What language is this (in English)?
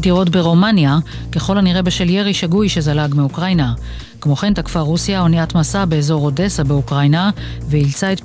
Hebrew